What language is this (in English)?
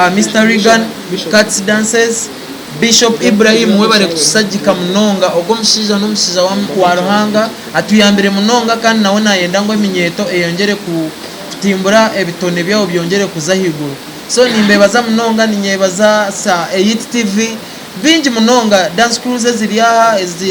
Nyankole